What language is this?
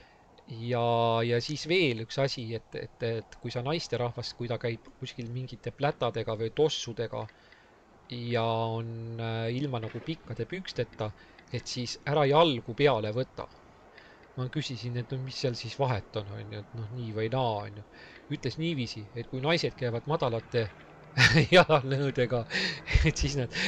Estonian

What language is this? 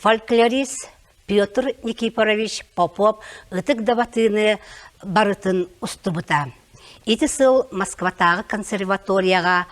Yakut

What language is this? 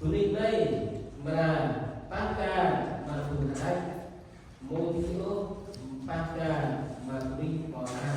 Central Mnong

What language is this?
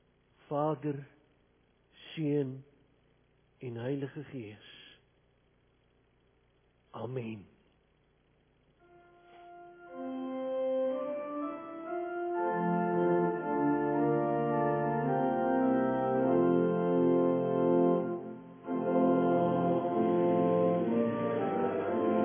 Afrikaans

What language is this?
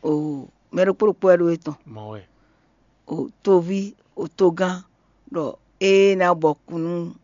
Fon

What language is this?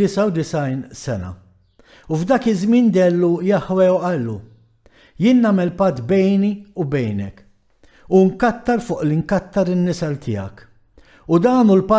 Maltese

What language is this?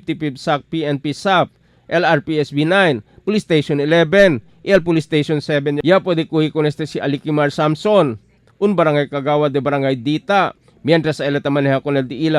Chavacano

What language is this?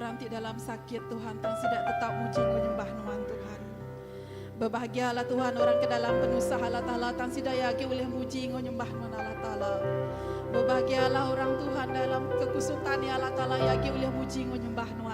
Iban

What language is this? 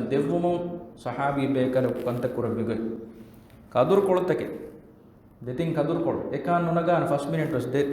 Divehi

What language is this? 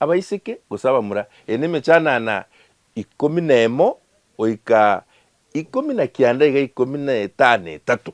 Gusii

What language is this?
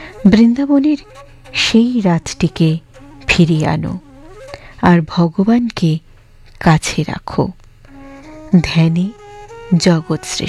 Bangla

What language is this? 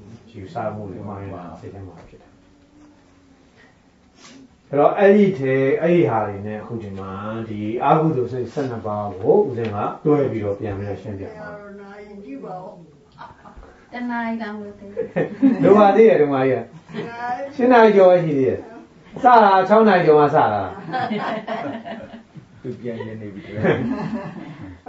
Burmese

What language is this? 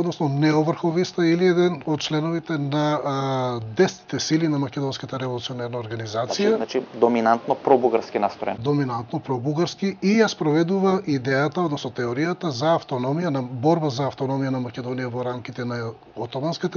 Macedonian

